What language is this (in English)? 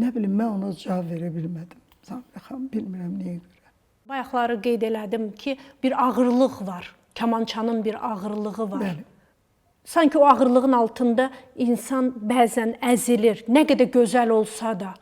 Azerbaijani